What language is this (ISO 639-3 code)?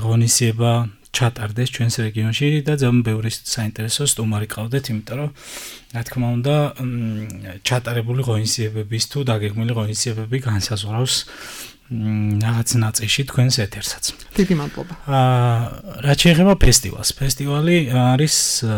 kat